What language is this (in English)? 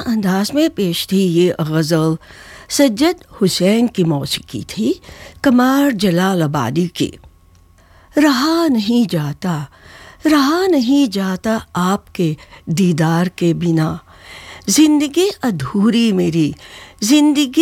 Urdu